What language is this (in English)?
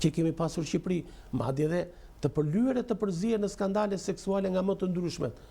Albanian